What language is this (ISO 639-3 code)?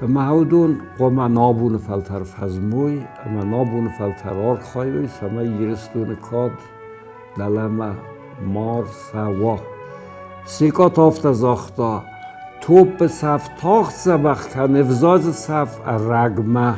oss